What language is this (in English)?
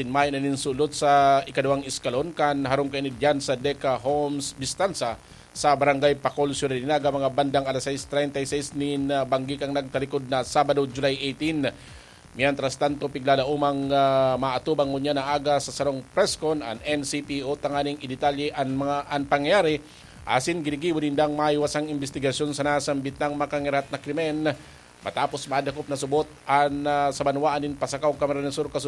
Bikol